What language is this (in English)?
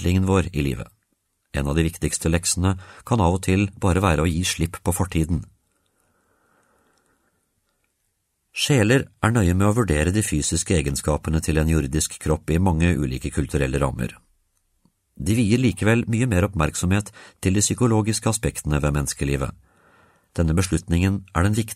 Norwegian